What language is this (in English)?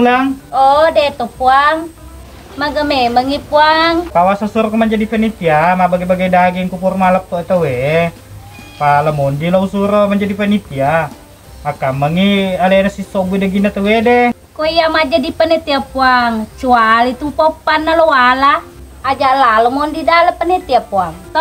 Buginese